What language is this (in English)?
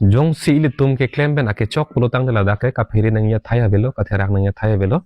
Karbi